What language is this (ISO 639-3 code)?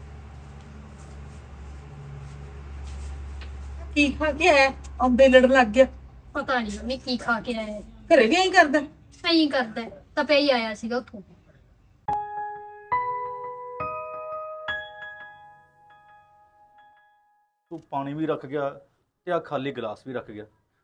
pan